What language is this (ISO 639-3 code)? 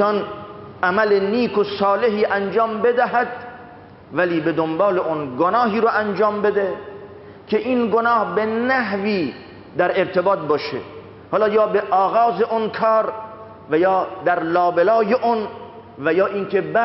fas